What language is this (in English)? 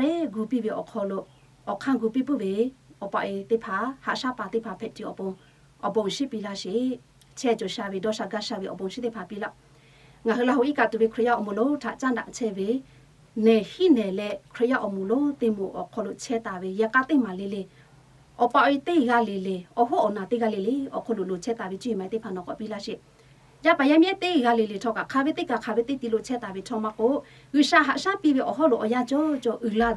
Lahu